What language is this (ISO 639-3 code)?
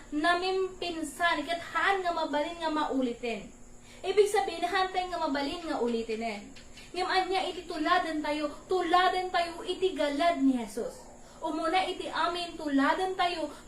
ilo